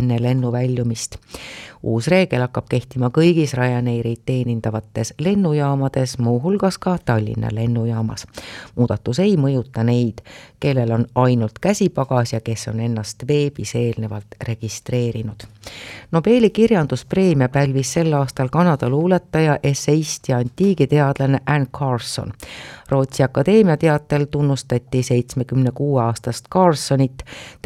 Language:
Estonian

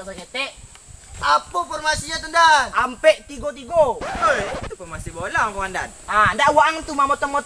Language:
Minangkabau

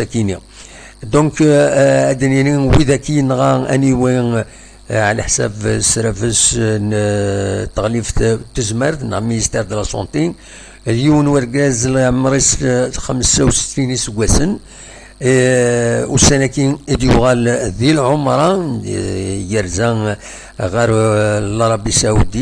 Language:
Kabyle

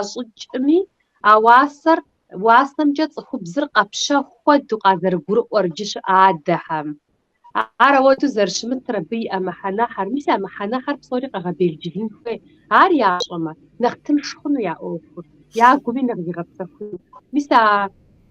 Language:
Kabardian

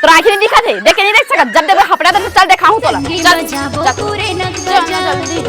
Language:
Chhattisgarhi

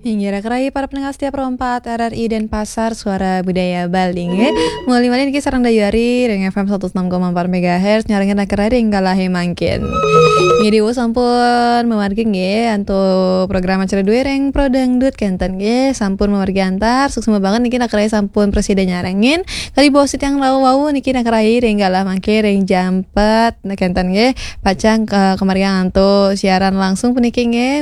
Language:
Balinese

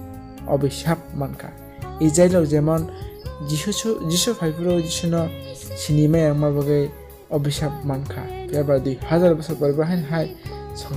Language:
Kok Borok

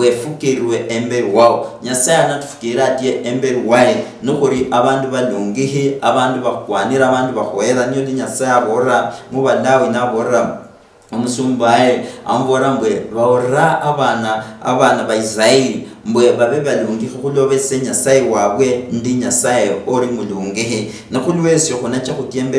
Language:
Luyia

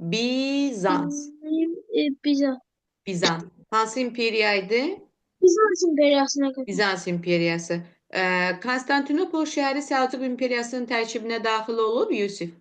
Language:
Azerbaijani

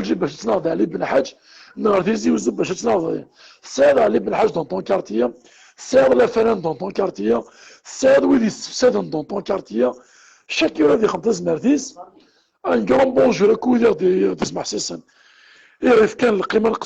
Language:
Kabyle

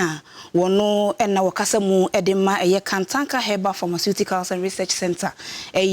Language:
Akan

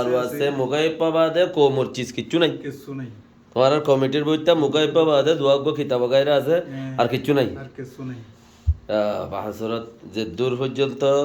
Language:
Rohingya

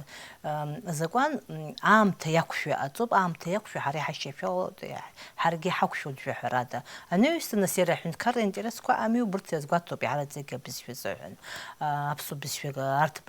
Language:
Abkhazian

